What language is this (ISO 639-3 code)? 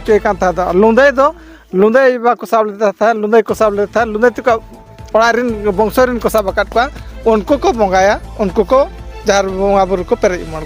sat